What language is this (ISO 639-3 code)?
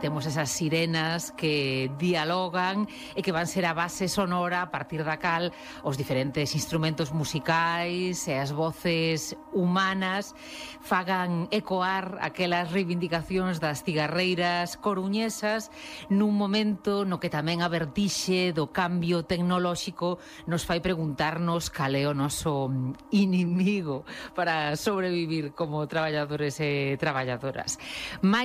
glg